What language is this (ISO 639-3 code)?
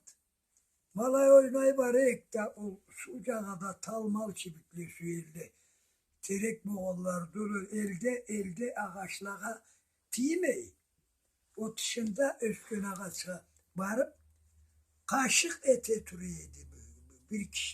krc